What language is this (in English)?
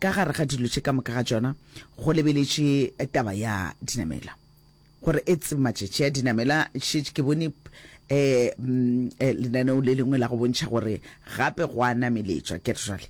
Northern Sotho